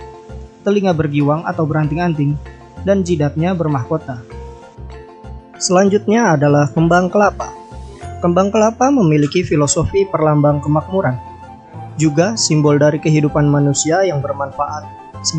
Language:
Indonesian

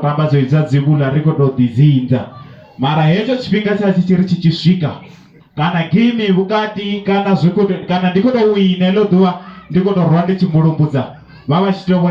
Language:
Venda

